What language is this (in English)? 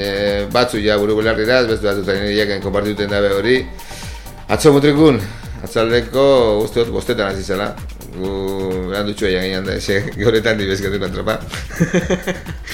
Basque